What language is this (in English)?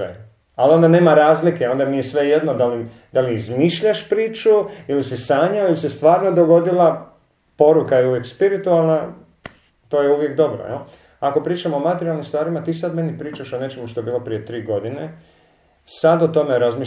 Croatian